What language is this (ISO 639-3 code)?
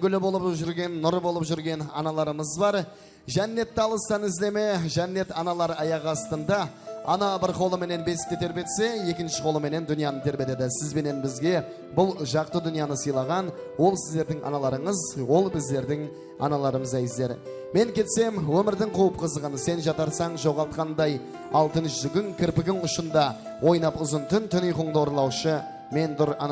kaa